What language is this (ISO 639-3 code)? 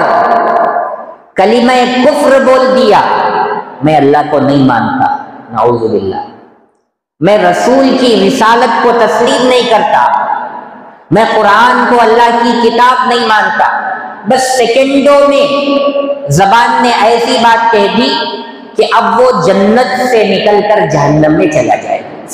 urd